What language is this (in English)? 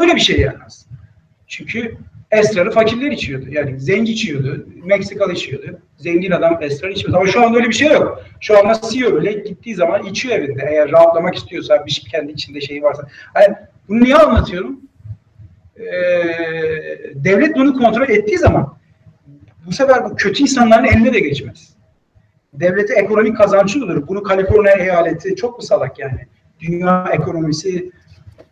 Turkish